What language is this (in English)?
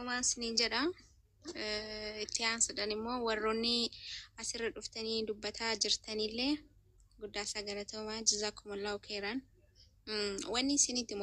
Oromo